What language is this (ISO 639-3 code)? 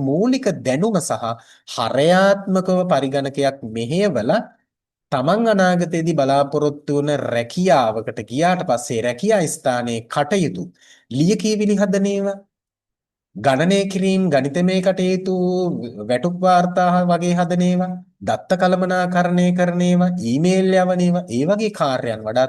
sin